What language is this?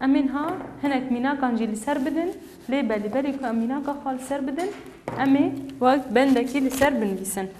Kurdish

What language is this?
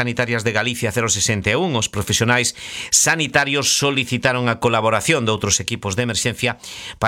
Galician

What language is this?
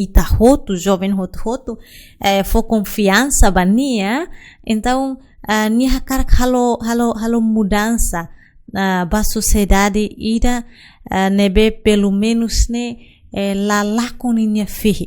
Tetum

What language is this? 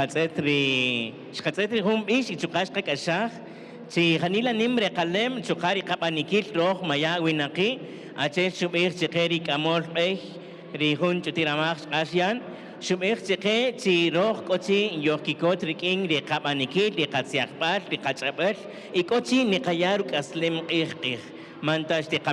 Kaqchikel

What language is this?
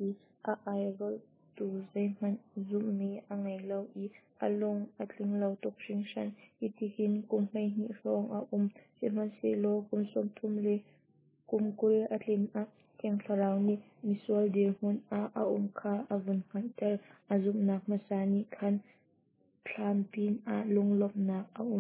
Hakha Chin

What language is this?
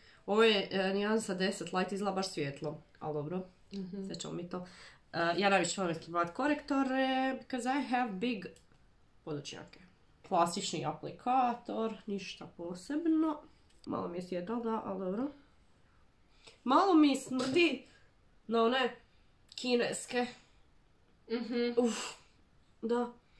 Croatian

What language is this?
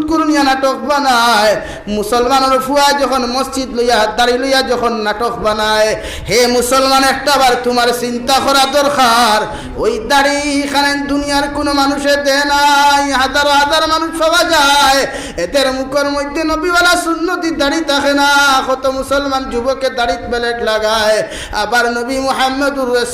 Sylheti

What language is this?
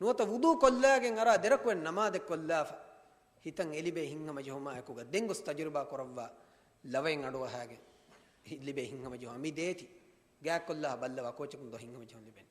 Divehi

